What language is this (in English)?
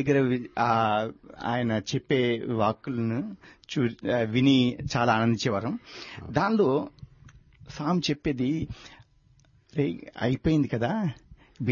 Telugu